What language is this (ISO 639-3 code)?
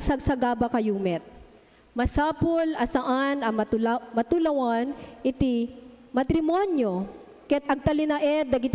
ilo